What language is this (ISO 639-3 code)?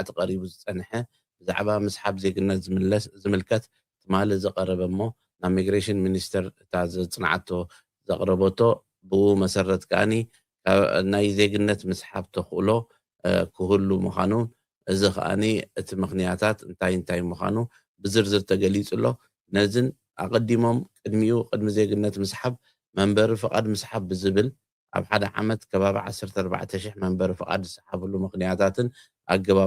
tir